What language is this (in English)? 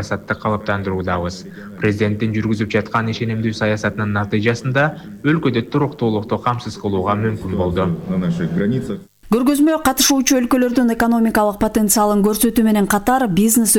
Kyrgyz